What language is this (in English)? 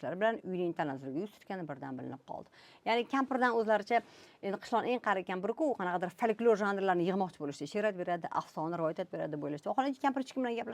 Uzbek